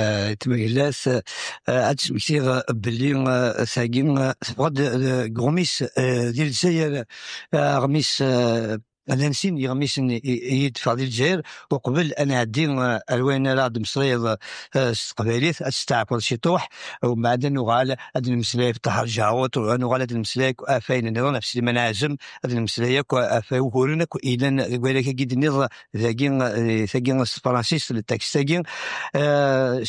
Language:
Kabyle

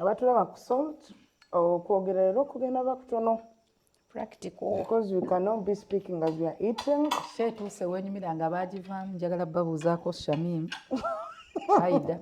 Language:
Ganda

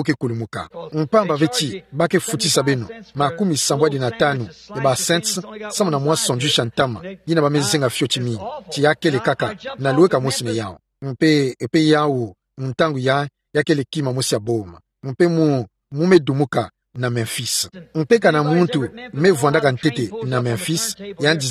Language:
Kituba (Democratic Republic of Congo)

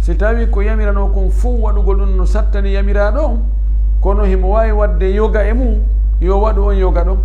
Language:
Fula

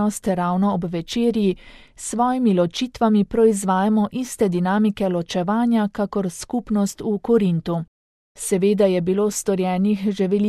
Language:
Slovenian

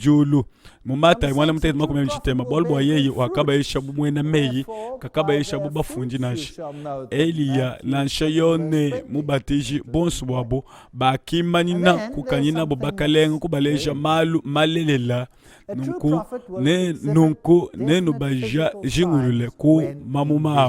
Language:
Luba-Lulua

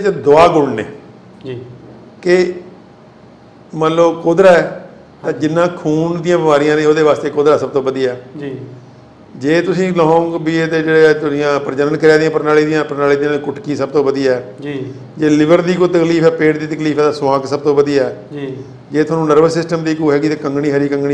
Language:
Punjabi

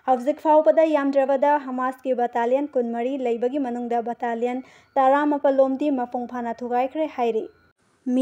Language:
Manipuri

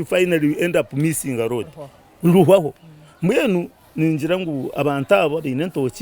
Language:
Nyankole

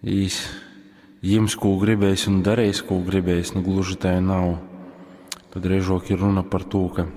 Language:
Latgalian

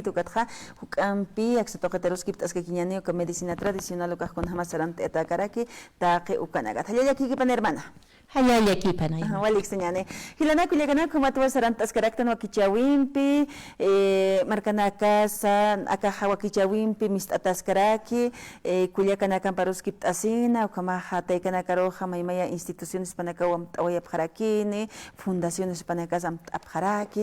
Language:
Aymara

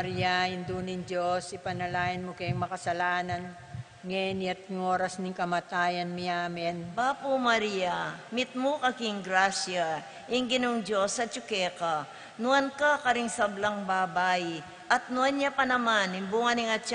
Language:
Pampanga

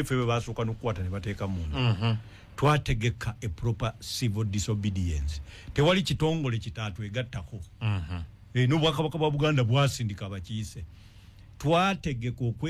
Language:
Ganda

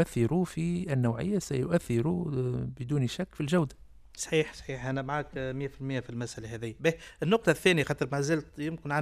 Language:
Tunisian Arabic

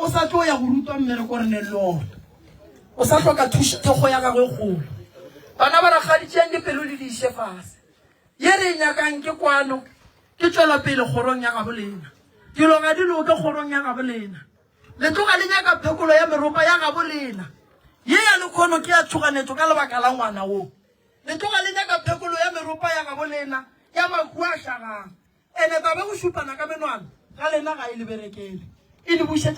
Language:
Northern Sotho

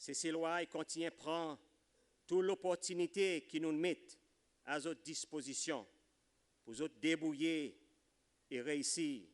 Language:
Seselwa Creole French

